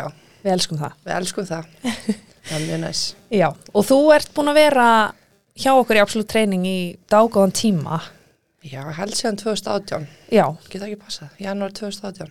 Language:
Icelandic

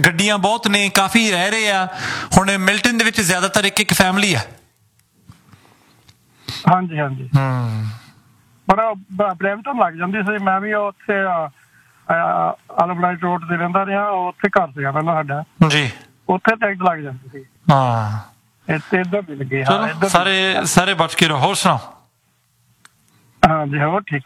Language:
Punjabi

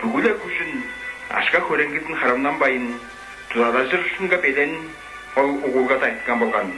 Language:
Tuvinian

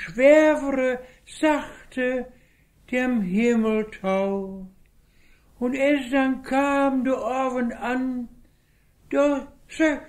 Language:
Westphalien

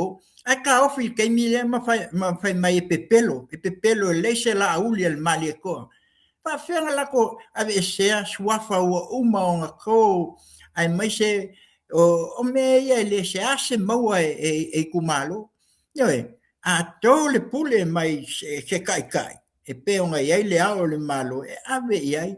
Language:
Samoan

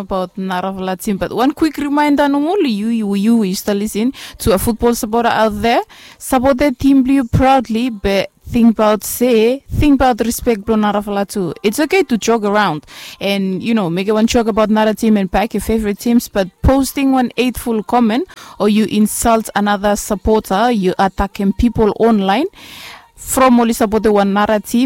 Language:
Bislama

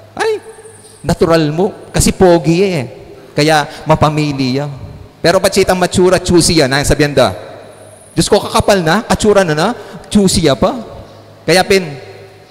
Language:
Pampanga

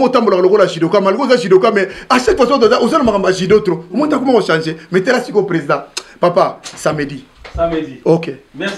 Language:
Lingala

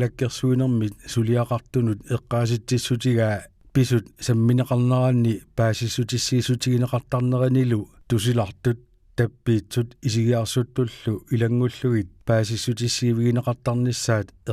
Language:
Kalaallisut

